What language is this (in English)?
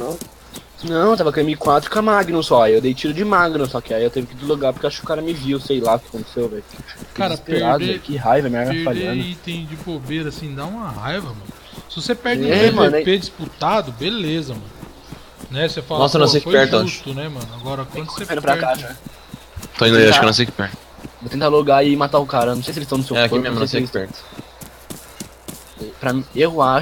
Portuguese